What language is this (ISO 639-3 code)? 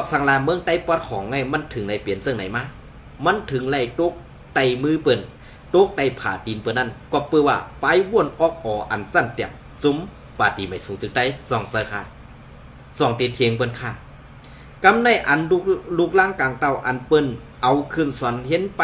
shn